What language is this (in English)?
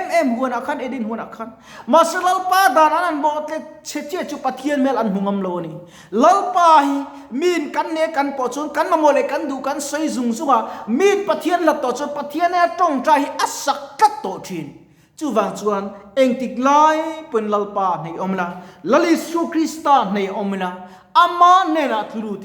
Mizo